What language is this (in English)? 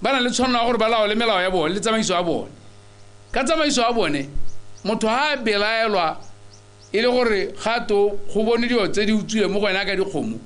Tswana